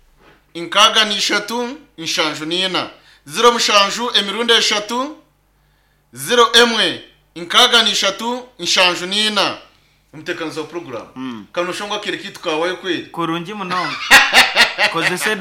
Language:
Nyankole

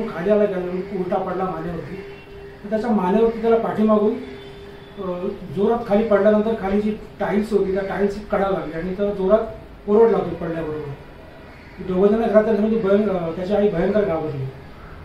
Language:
Marathi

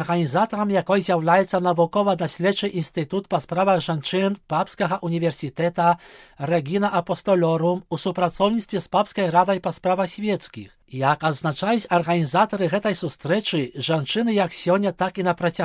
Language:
Belarusian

